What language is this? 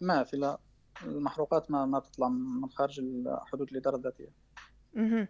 North Levantine Arabic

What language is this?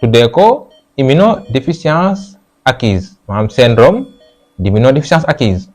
Wolof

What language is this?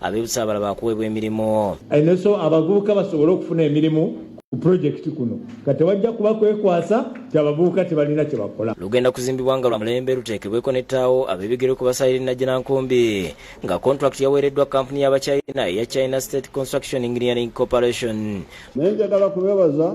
Ganda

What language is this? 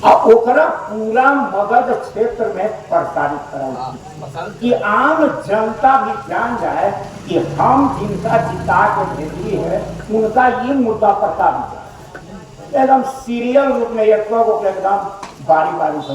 Magahi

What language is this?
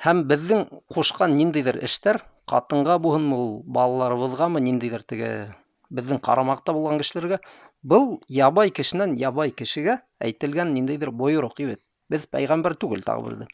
Bashkir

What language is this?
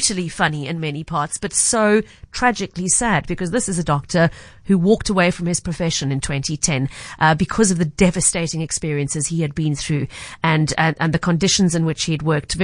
English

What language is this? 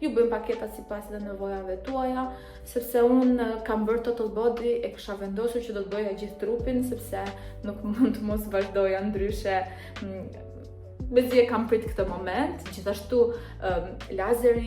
Albanian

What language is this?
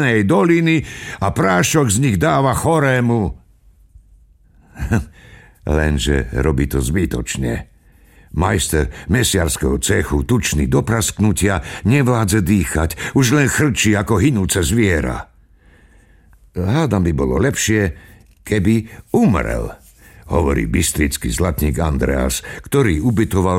Slovak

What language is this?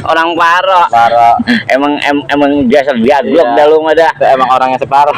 Betawi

